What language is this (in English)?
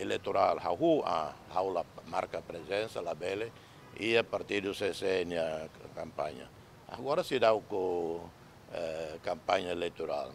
Tetum